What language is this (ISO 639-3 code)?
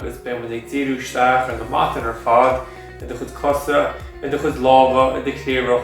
gle